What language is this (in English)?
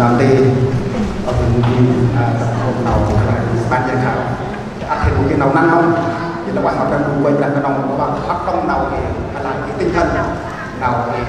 Central Mnong